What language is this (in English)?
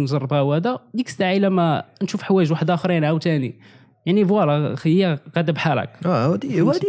Moroccan Arabic